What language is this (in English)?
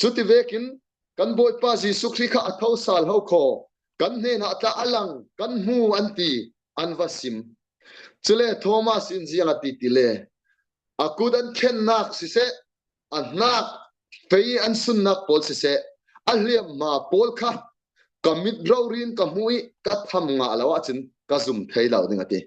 Falam Chin